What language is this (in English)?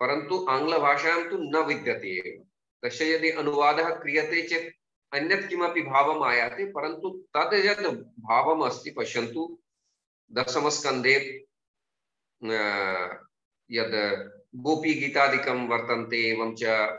Sanskrit